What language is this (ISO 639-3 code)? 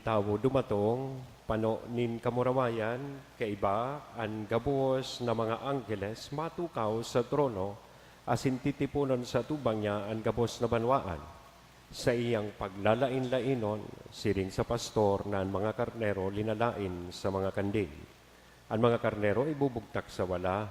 bik